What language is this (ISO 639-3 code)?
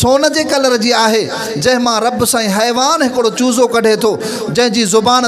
snd